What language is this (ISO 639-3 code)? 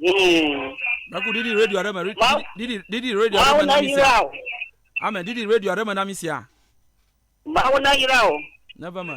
ewe